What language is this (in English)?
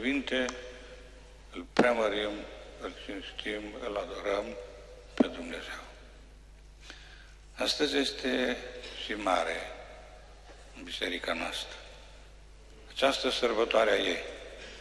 Romanian